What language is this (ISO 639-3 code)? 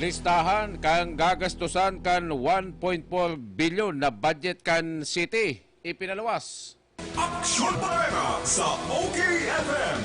bik